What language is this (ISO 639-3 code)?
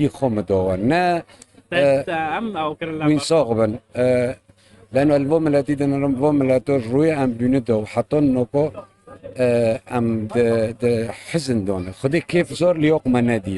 kur